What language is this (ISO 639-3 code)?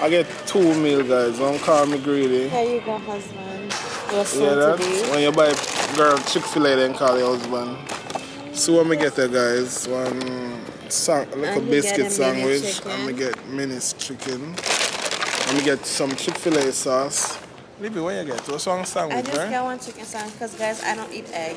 jam